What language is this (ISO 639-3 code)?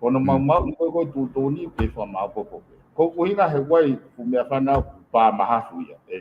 ton